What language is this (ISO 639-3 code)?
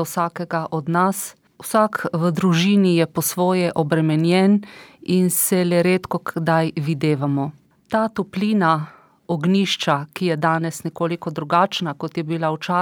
slv